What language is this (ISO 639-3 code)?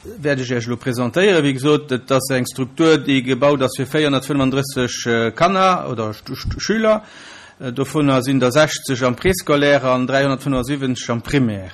ltz